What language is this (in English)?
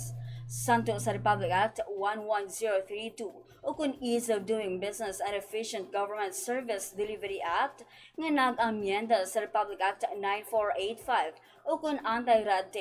Hiligaynon